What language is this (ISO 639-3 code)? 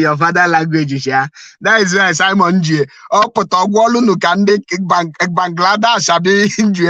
ibo